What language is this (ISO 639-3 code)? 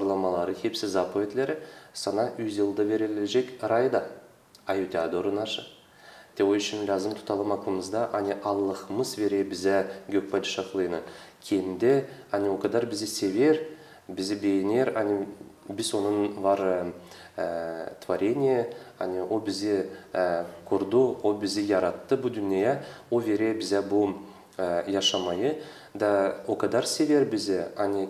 gag